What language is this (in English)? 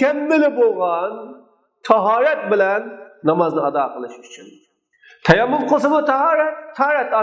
Uyghur